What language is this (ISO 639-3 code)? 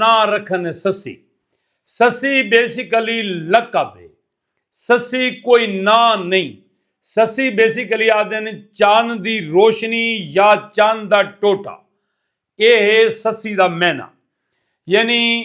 skr